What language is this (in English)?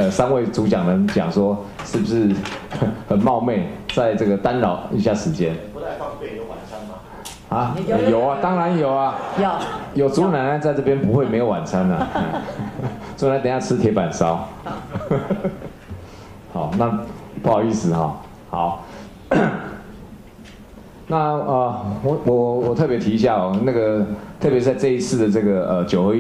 Chinese